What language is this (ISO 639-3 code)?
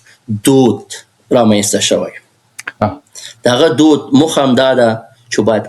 pus